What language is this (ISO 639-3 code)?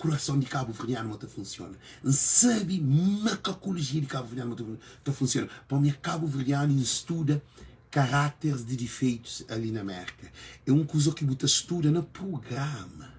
kea